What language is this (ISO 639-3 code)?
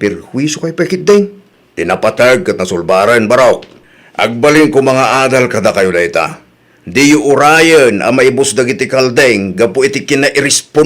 ilo